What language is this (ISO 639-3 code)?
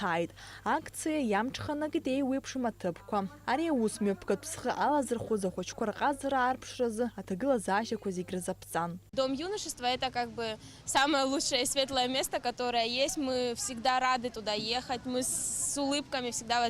abk